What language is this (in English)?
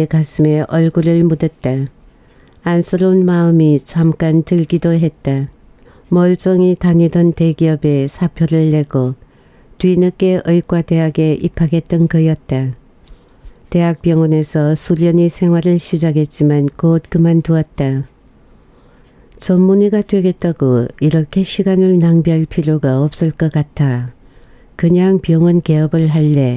Korean